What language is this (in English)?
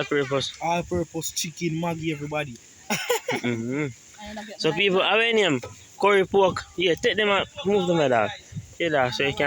Jamaican Creole English